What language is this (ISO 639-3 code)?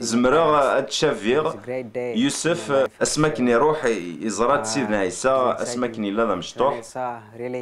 kab